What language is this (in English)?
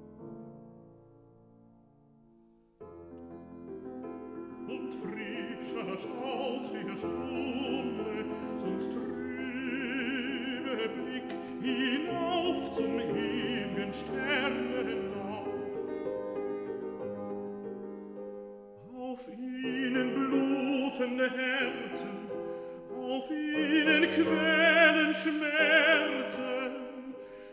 German